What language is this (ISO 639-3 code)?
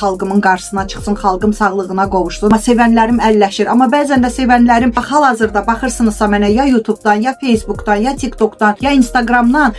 aze